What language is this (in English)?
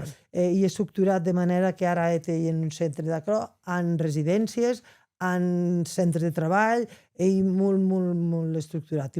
Occitan